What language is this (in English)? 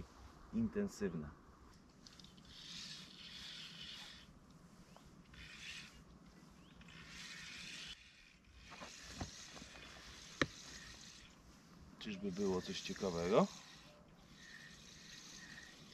Polish